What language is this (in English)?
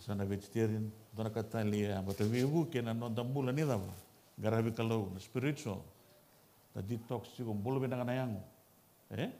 Fijian